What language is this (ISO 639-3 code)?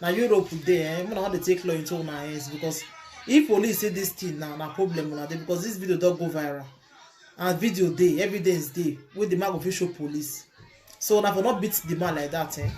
pcm